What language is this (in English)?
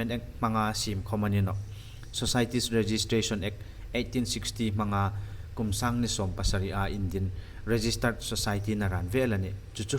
Hmar